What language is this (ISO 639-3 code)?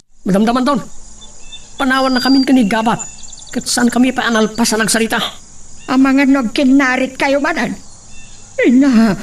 ilo